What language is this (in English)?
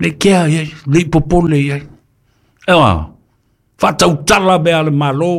Samoan